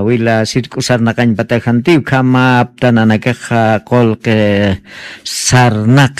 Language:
Aymara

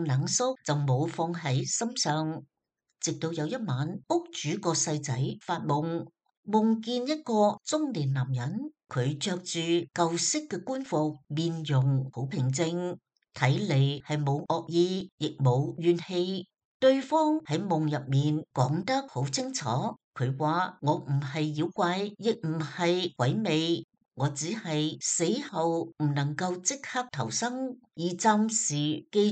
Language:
Cantonese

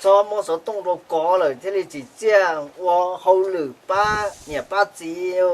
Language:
Hmong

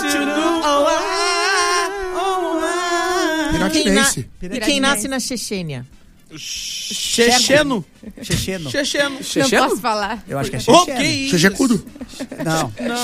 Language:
Portuguese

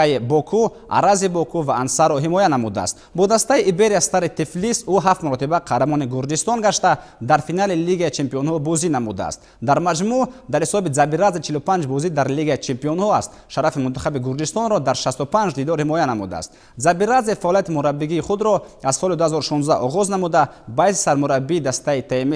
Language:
Tajik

